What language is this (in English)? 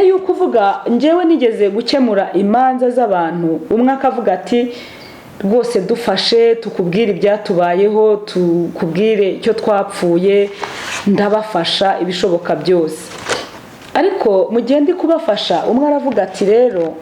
Kinyarwanda